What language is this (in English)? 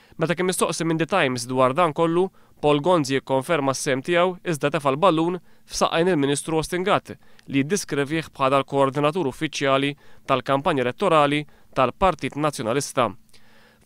Maltese